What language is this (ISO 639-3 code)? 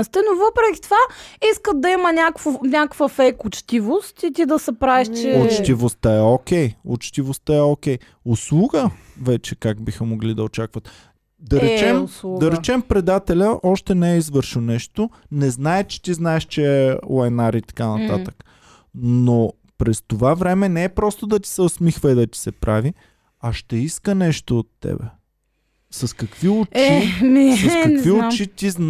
bul